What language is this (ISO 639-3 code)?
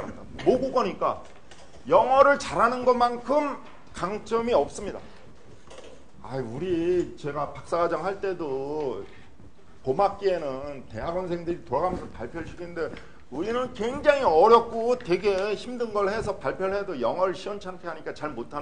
kor